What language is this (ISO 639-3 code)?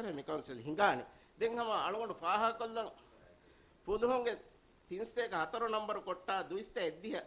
div